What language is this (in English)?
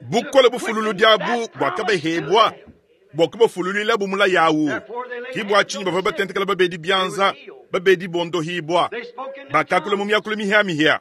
Luba-Lulua